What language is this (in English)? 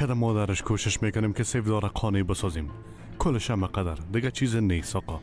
Persian